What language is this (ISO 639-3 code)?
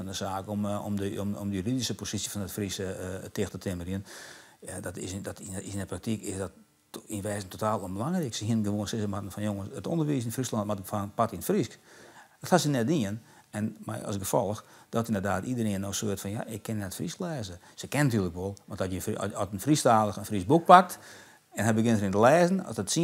fry